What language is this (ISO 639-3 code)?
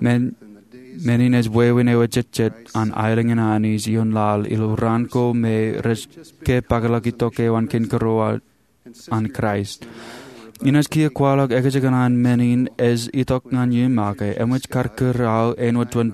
mah